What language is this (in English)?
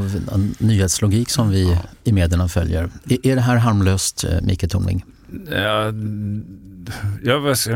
Swedish